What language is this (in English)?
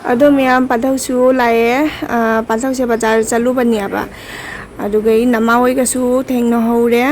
Manipuri